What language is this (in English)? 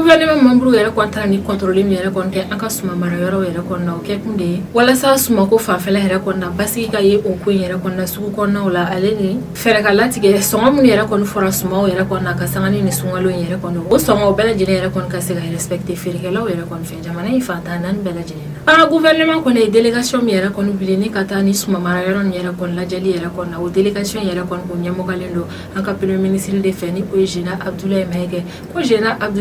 Bambara